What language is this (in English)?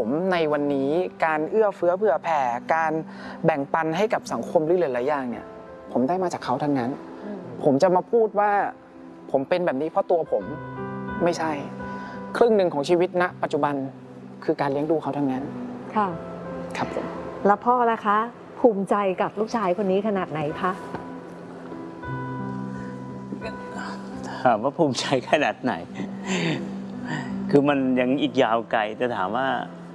Thai